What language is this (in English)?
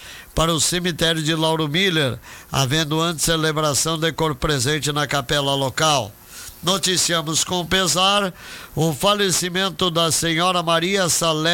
Portuguese